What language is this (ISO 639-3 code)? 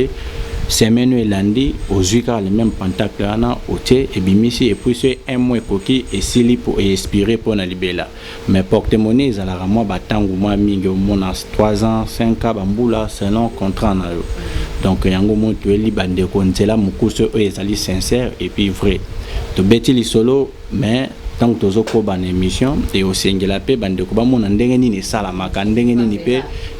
lin